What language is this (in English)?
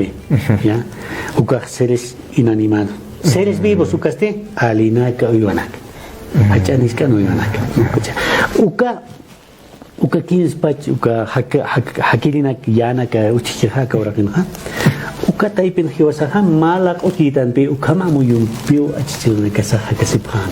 Aymara